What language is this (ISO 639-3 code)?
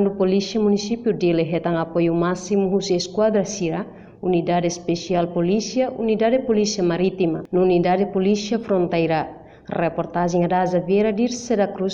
tet